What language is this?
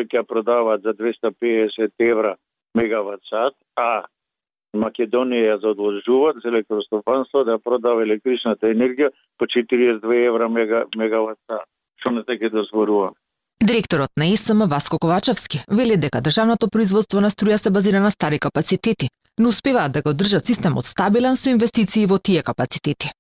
Macedonian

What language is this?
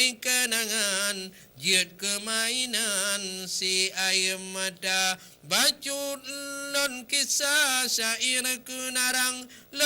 Achinese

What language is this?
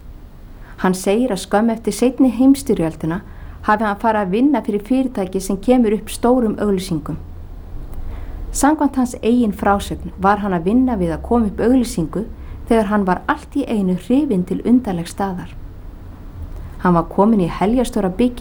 Icelandic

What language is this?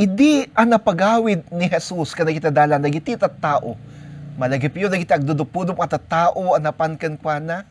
Iloko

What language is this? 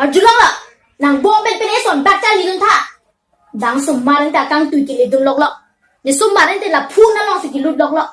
Karbi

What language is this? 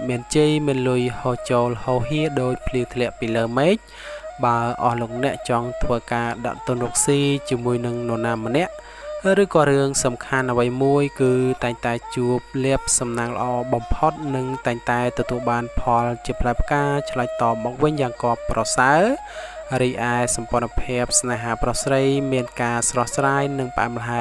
Khmer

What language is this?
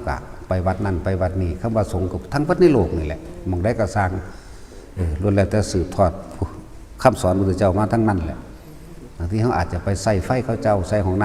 Northeastern Thai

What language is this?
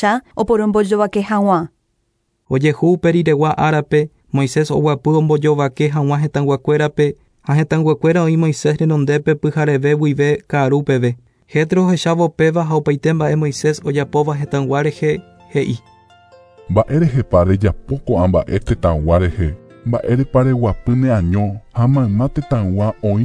Guarani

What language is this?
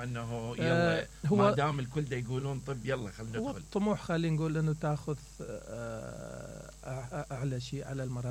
Mesopotamian Arabic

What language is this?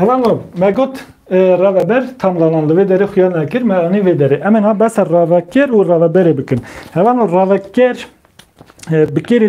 Kurdish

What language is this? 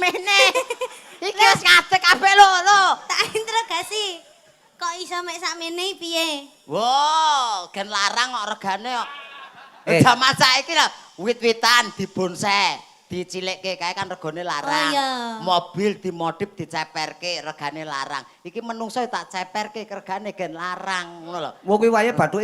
Javanese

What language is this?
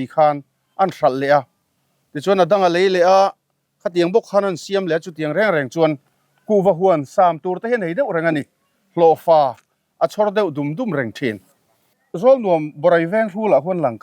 Mizo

